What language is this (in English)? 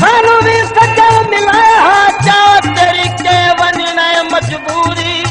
Saraiki